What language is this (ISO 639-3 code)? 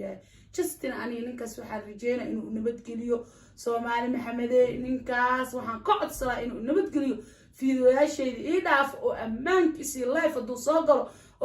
som